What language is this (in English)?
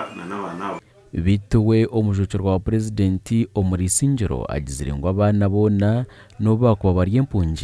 Nyankole